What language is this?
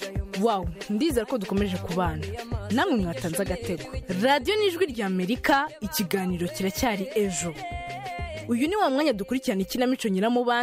Kinyarwanda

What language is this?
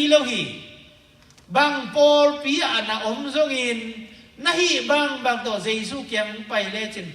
Tedim Chin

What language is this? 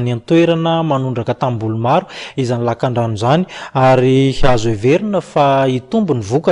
Malagasy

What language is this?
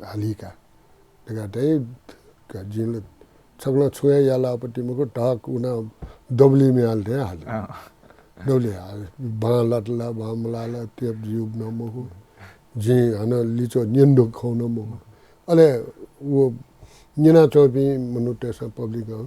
Newari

